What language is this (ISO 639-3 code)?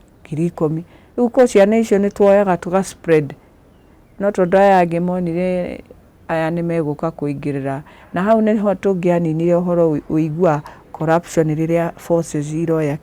kik